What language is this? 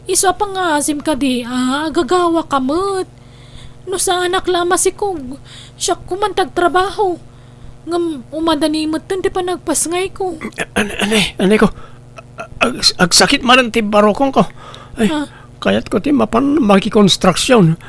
Iloko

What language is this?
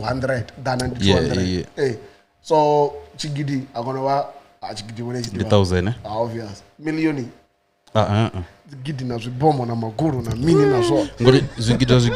Venda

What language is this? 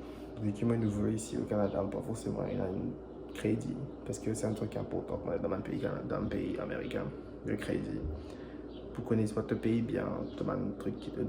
Morisyen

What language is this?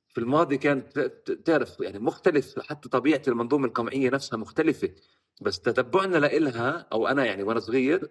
North Levantine Arabic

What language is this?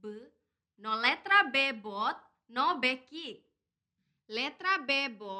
Tetum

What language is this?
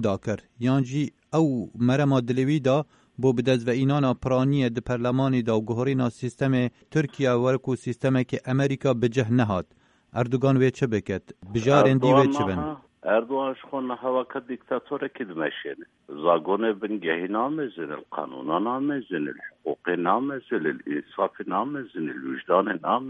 Kurdish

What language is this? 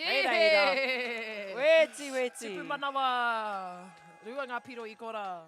Māori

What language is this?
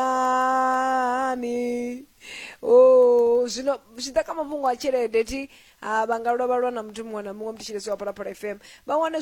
Venda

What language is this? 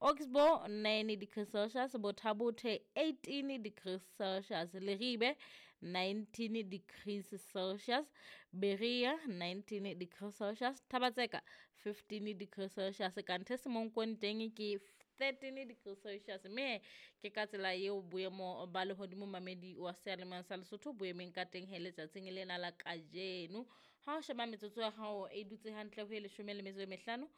Southern Sotho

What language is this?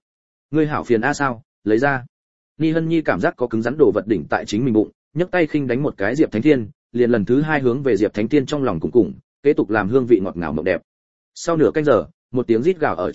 Vietnamese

